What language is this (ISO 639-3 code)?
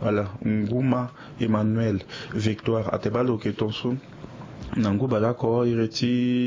sag